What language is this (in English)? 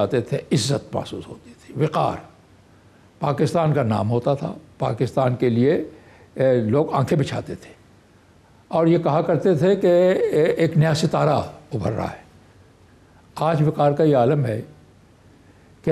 Urdu